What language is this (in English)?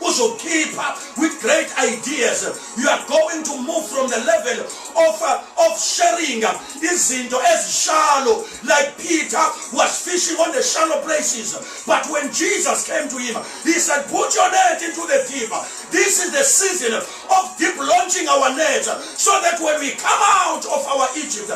Zulu